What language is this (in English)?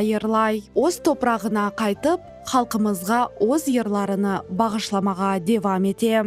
Crimean Tatar